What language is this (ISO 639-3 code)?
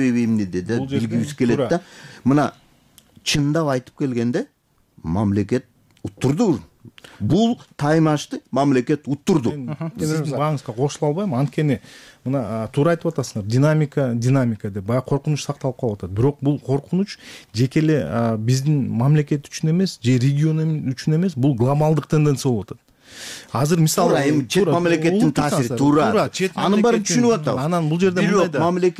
kir